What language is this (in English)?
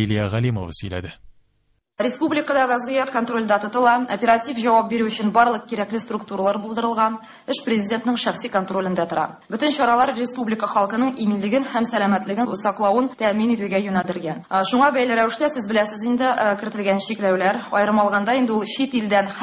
Tatar